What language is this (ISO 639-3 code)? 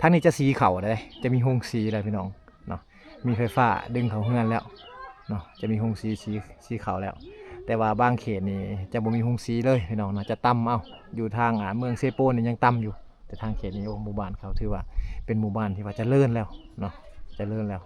lao